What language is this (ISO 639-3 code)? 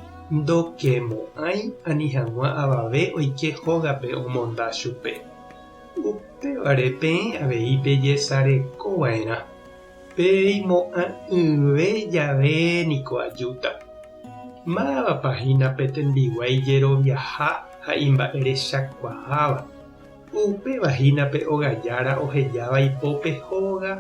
grn